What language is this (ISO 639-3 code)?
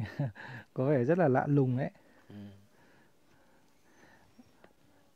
vie